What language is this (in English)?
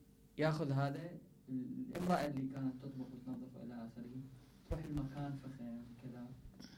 Mesopotamian Arabic